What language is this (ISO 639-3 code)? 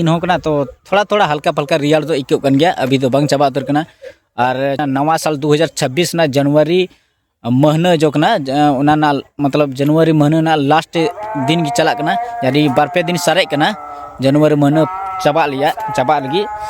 sat